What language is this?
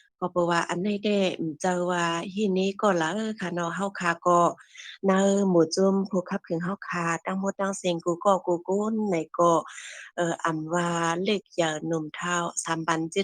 Shan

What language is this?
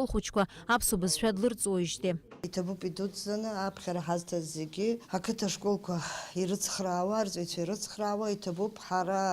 Abkhazian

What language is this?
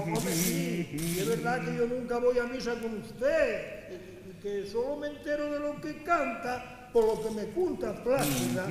Asturian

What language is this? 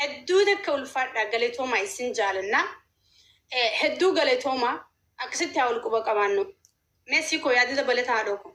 Oromo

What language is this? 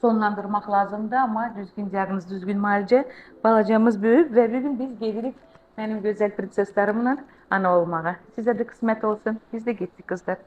Azerbaijani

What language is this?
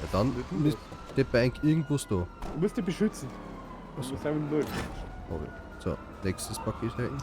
Bavarian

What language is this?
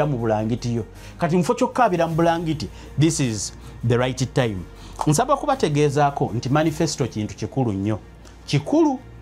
Ganda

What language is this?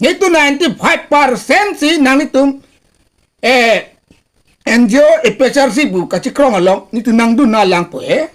Karbi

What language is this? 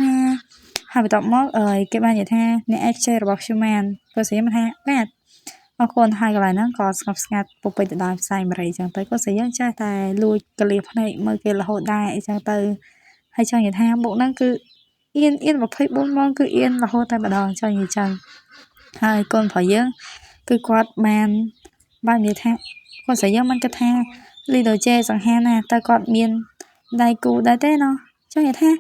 Khmer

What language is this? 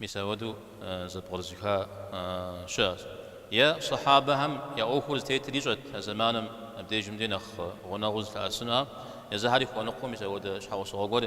Kabardian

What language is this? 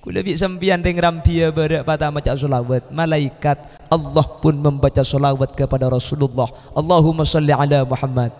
Madurese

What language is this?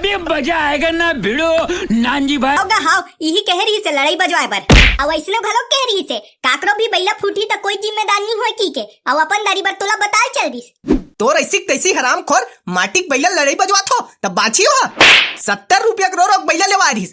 Chhattisgarhi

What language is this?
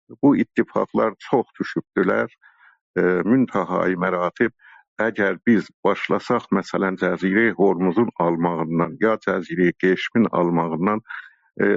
South Azerbaijani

